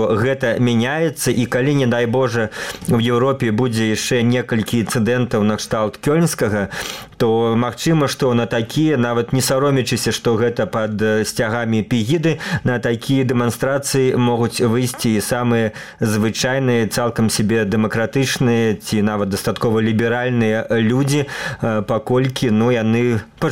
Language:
Belarusian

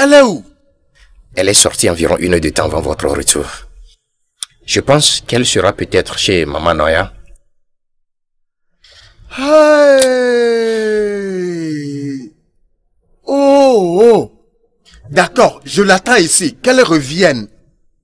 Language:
French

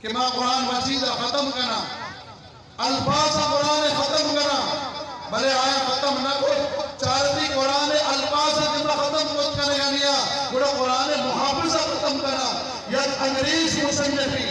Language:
Eastern Balochi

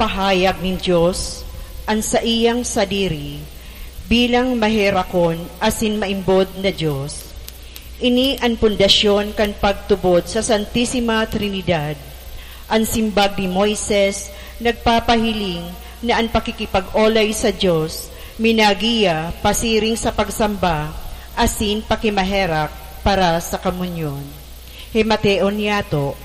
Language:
Bikol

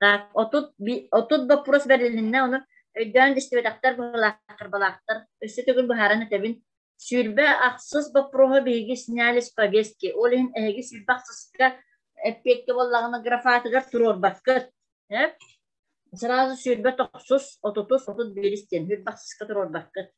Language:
Yakut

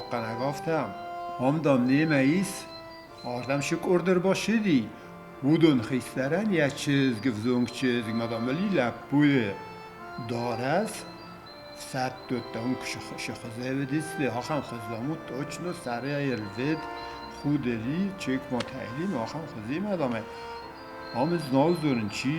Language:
Ossetic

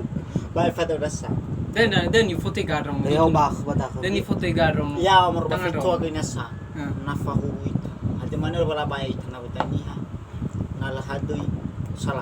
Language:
Nias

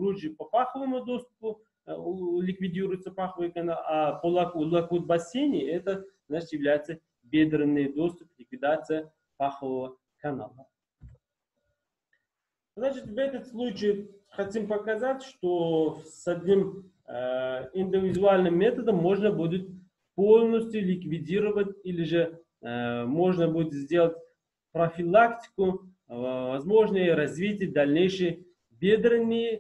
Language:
Russian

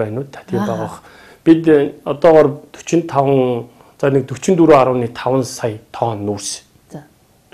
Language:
Mongolian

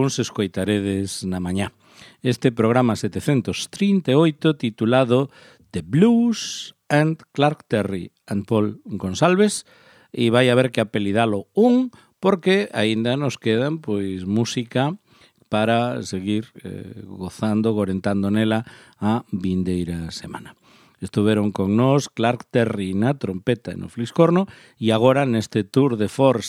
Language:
Galician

